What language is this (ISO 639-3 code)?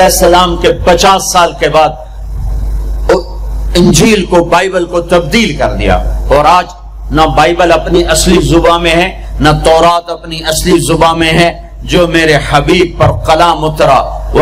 urd